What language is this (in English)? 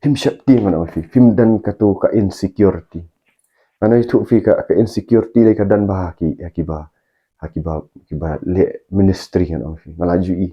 Khasi